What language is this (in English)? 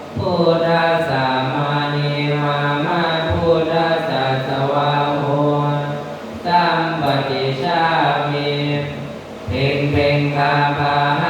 Pali